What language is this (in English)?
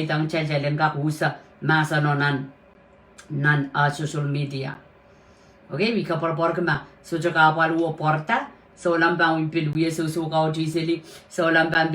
Pohnpeian